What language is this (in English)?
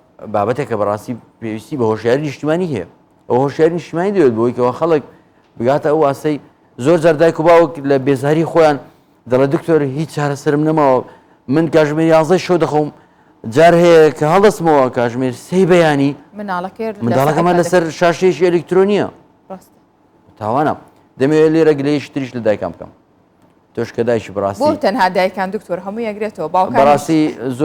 Central Kurdish